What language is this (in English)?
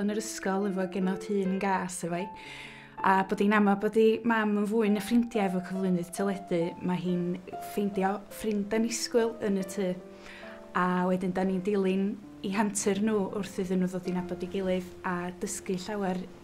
Welsh